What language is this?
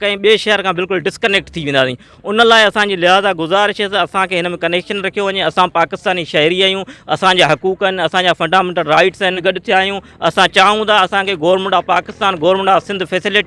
Sindhi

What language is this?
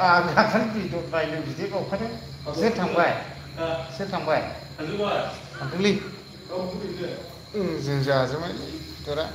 Bodo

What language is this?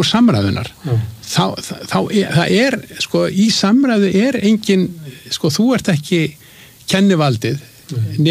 Icelandic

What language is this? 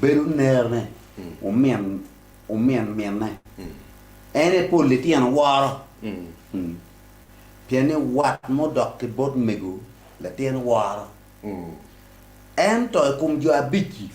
Acoli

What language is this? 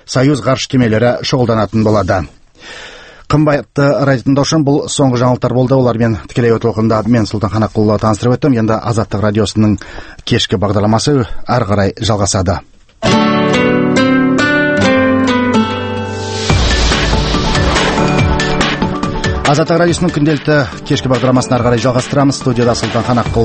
Kazakh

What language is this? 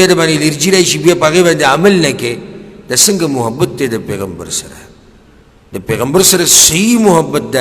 Pashto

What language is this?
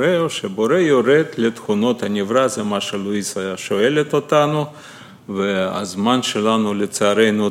Hebrew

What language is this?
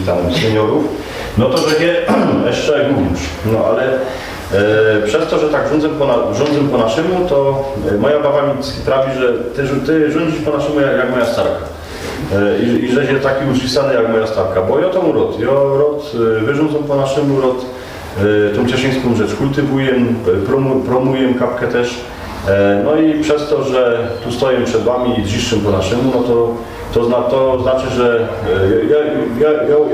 Silesian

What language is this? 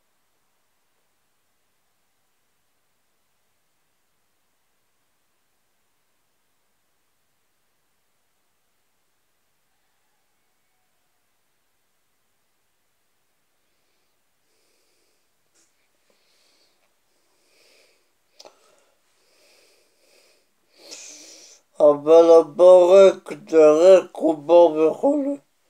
Hebrew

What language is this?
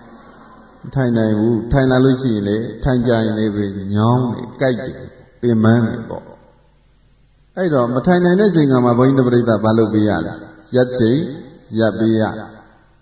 Burmese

